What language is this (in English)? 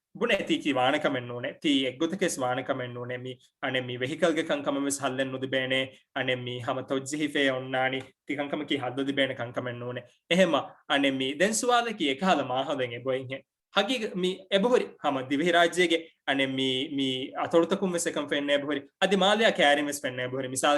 Divehi